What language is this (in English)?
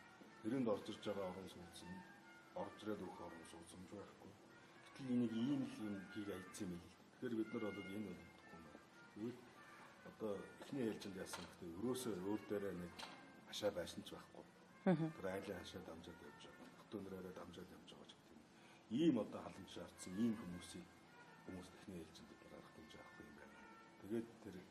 Mongolian